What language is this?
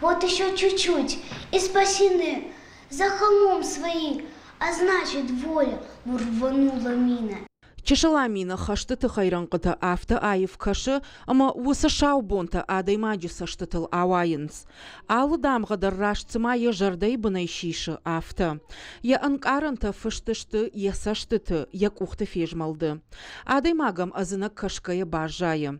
Ossetic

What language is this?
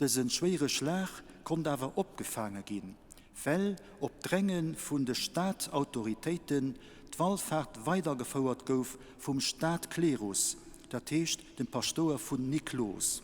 Luxembourgish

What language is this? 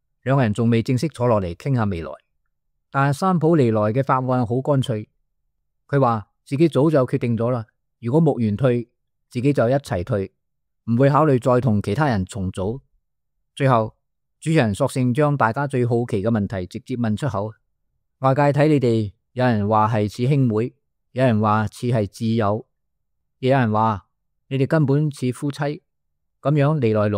Cantonese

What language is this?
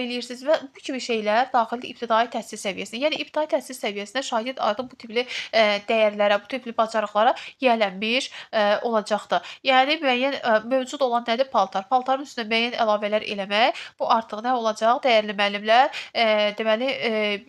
Azerbaijani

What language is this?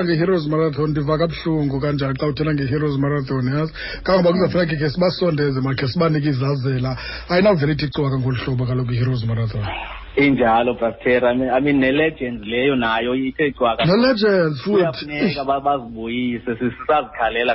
Xhosa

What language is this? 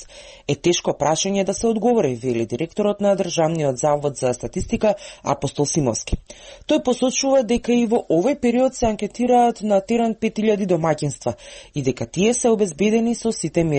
Macedonian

